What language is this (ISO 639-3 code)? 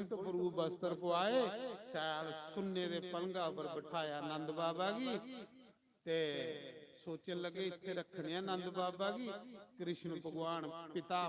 doi